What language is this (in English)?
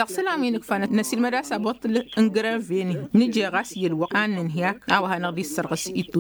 Tamasheq